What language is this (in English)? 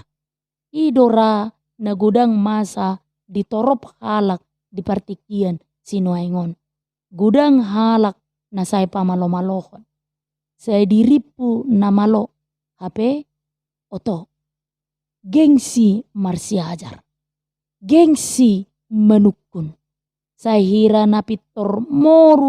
Batak Toba